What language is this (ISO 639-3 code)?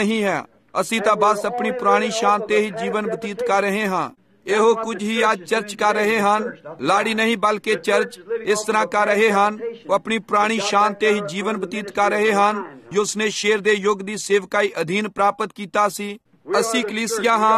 pan